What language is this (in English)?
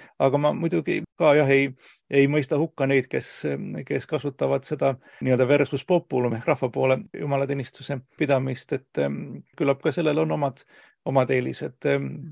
Estonian